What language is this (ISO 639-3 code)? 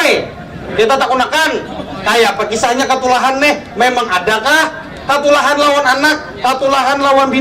bjn